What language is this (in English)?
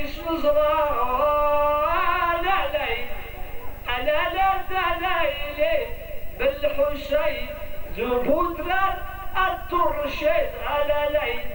Arabic